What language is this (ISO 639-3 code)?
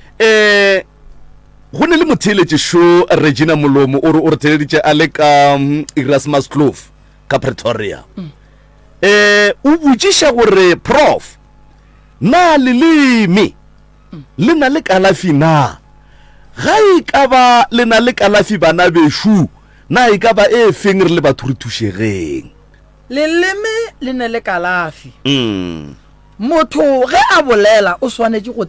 nso